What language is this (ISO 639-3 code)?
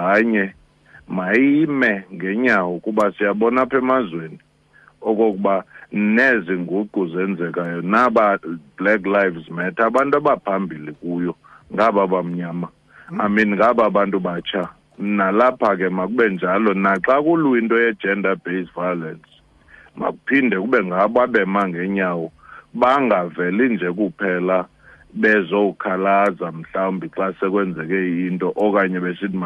xho